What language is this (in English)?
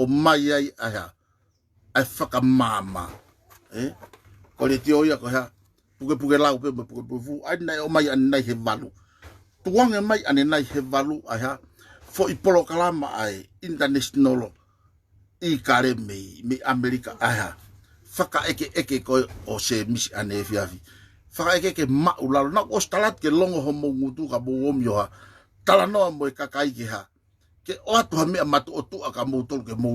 Tongan